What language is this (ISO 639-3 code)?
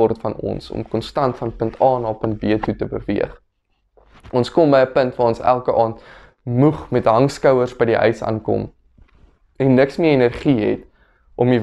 afr